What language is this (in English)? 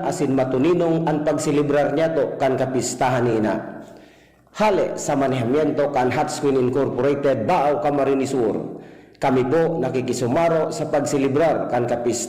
Bikol